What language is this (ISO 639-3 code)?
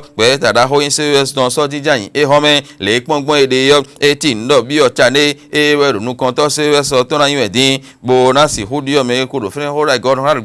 fon